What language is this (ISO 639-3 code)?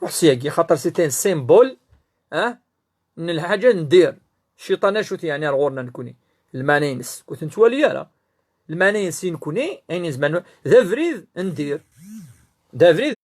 kab